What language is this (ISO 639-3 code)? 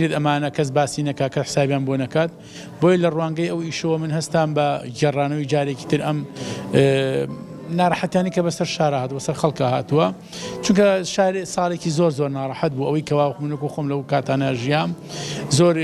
ckb